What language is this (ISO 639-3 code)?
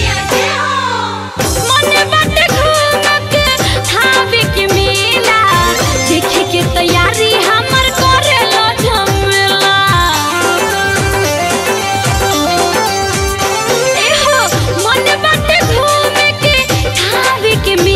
bho